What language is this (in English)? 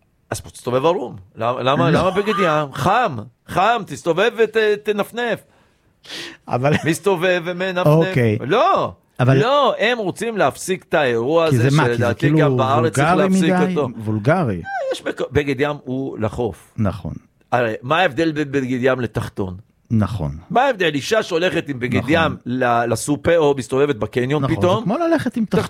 Hebrew